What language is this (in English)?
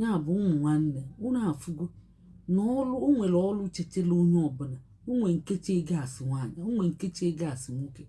Igbo